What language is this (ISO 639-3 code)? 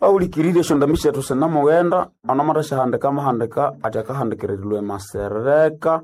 nnb